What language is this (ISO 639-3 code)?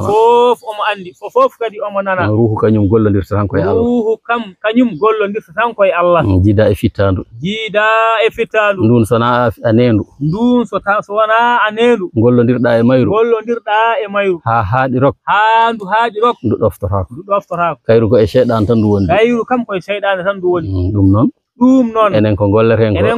ful